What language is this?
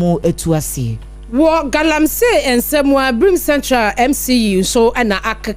Akan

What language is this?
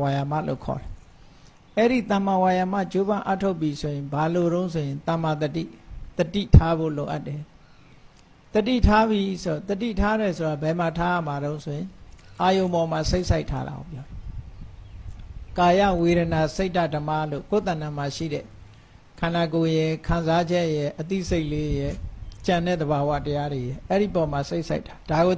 Burmese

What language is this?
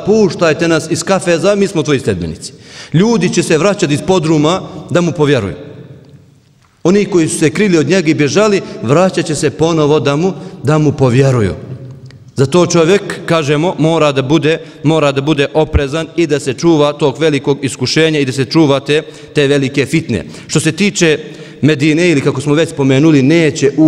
Bosnian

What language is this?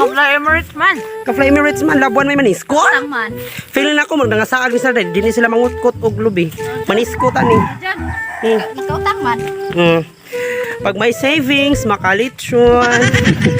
Cebuano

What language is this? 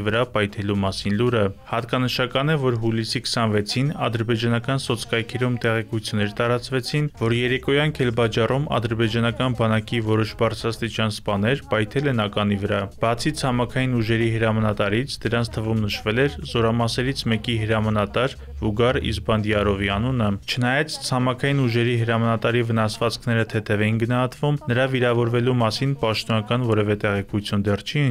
Armenian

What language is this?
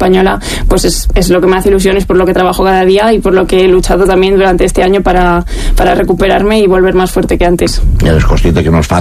Spanish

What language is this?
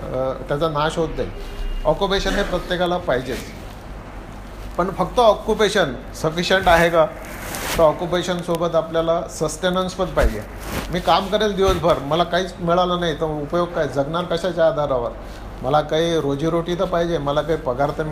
Marathi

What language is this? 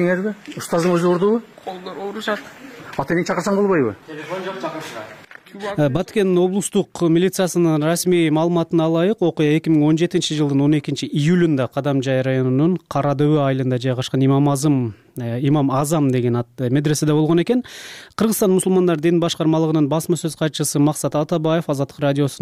Kyrgyz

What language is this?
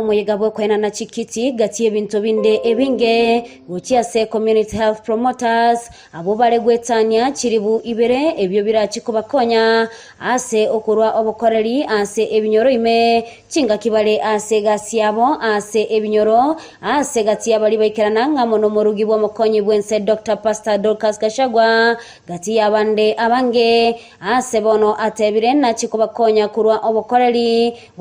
Gusii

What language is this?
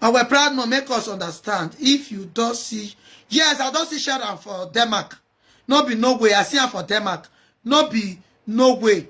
Nigerian Pidgin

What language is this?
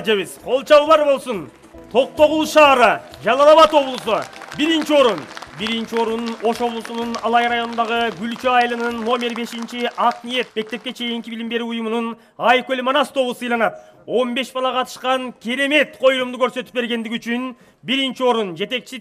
Kyrgyz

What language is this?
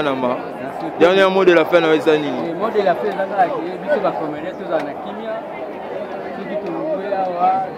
Lingala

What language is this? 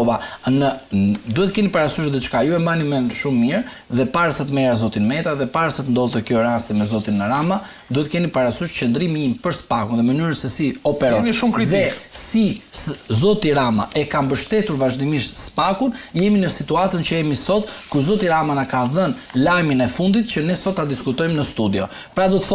Albanian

